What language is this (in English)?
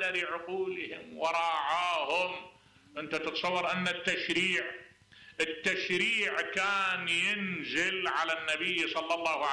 Mesopotamian Arabic